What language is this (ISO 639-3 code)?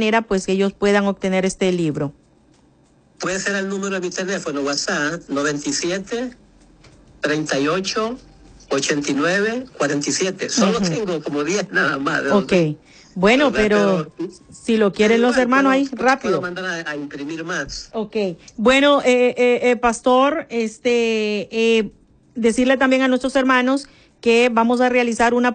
spa